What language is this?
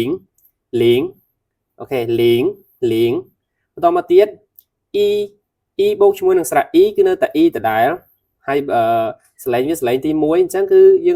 Khmer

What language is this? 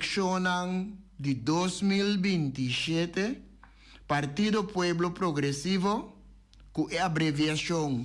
Papiamento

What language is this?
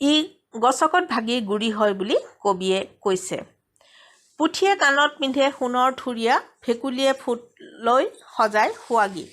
Assamese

